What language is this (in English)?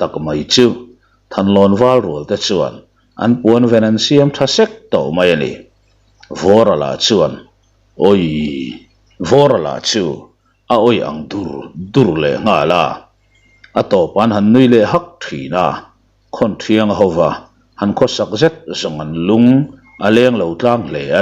Mizo